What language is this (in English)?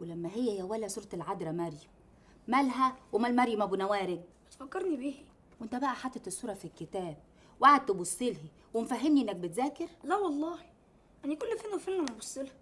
Egyptian Arabic